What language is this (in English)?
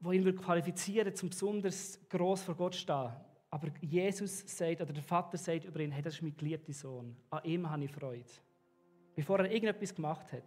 Swiss German